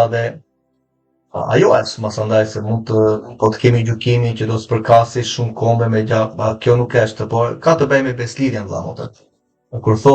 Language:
Albanian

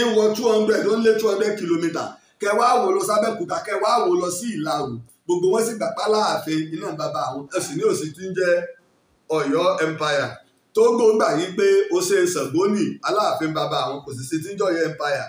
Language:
Yoruba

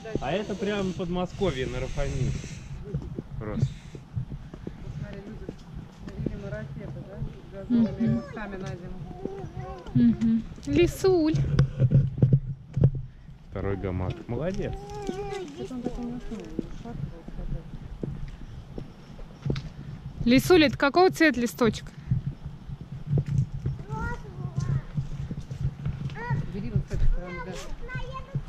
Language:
Russian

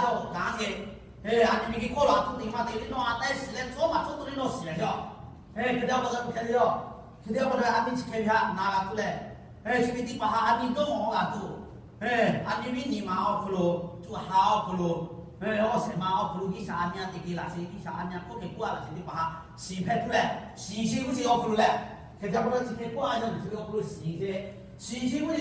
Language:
Lahu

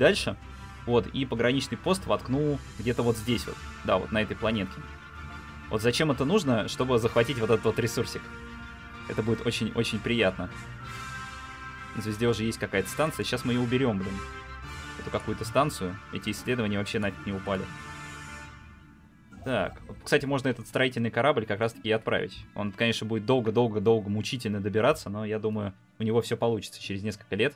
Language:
Russian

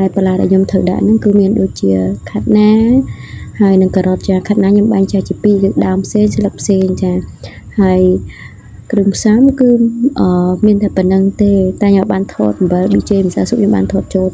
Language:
Khmer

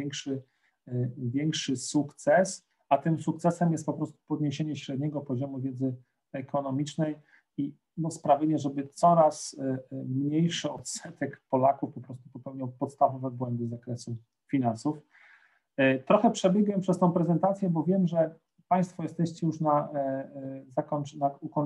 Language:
Polish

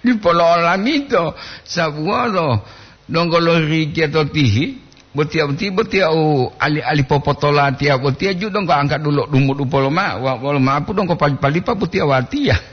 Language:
Gorontalo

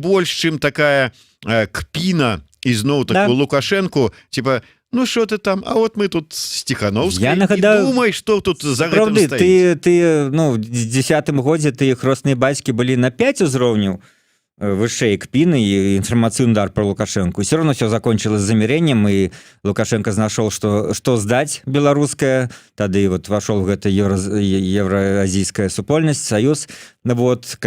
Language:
Belarusian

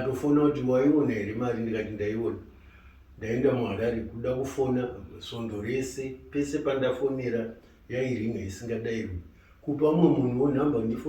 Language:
Shona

